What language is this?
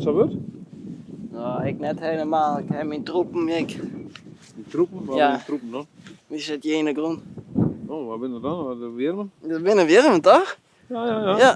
Western Frisian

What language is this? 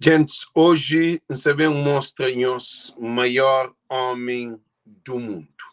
Kabuverdianu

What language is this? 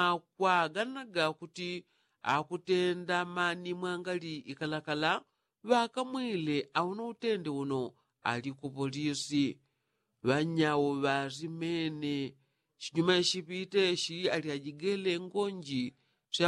Yao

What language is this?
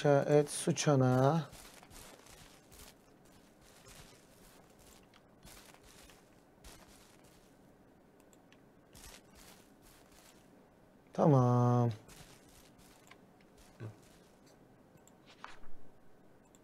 Turkish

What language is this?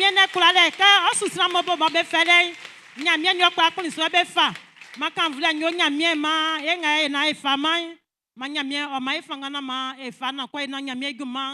Baoulé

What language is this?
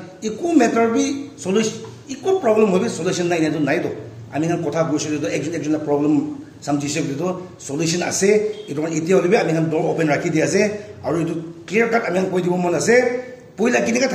Naga Pidgin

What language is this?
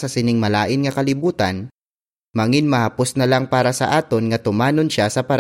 Hiligaynon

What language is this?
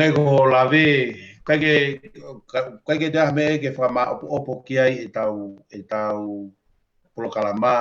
Tongan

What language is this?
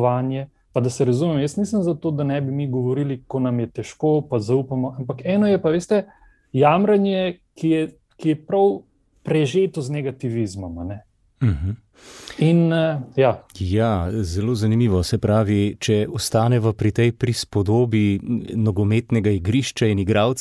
Slovenian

